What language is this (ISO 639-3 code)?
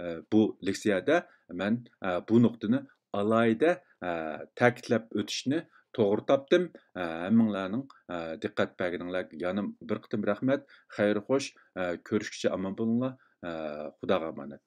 uig